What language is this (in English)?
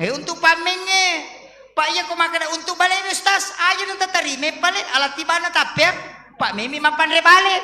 Buginese